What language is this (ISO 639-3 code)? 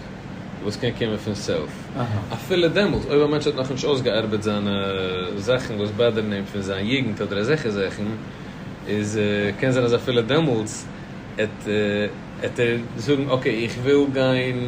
yid